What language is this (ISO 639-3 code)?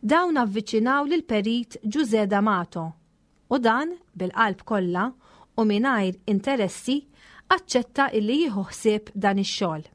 mlt